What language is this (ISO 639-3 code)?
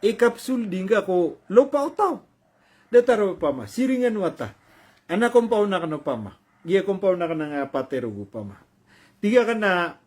mrw